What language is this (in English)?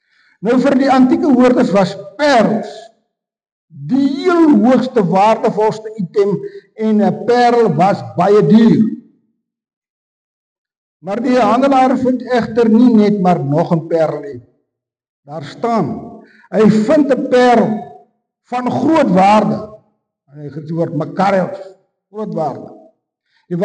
Afrikaans